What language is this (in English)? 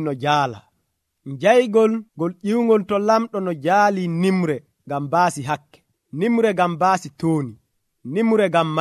Nigerian Fulfulde